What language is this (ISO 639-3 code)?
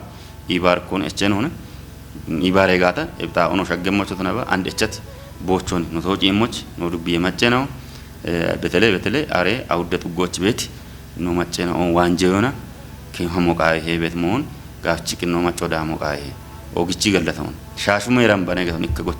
kbr